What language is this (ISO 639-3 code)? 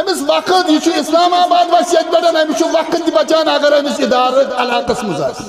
kas